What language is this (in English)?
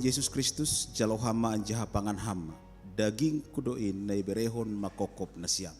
Batak Simalungun